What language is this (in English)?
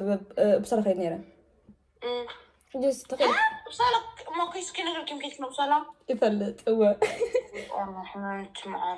Tigrinya